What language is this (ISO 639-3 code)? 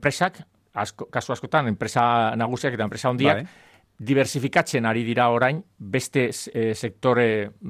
eus